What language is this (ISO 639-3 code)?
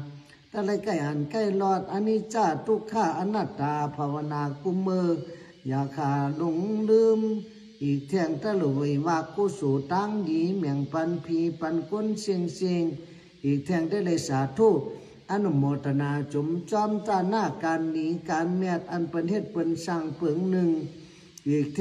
shn